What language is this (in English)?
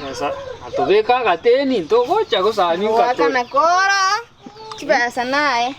Gusii